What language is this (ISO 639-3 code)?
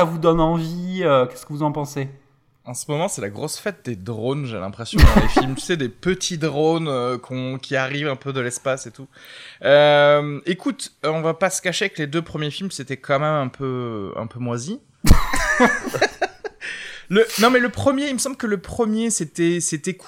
fra